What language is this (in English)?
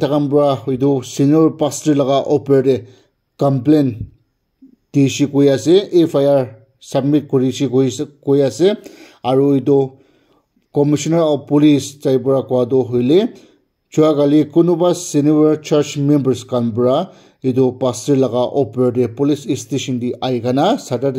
Naga Pidgin